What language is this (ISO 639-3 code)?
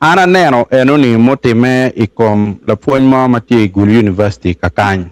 ach